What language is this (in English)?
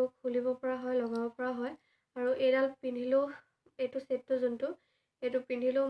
Assamese